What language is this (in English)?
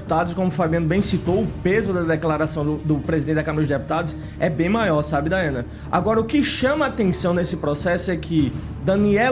Portuguese